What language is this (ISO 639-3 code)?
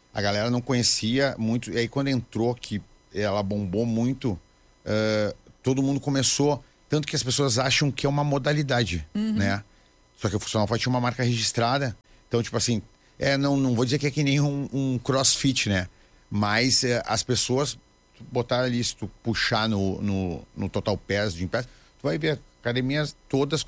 por